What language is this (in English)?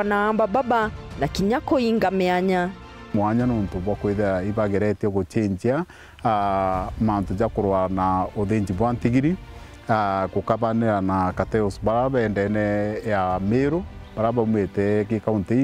Meru